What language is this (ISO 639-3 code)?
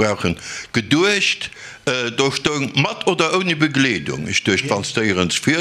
ltz